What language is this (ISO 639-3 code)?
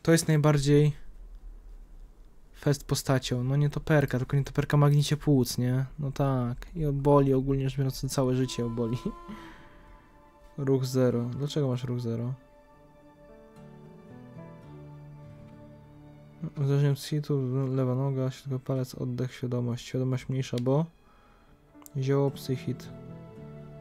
pol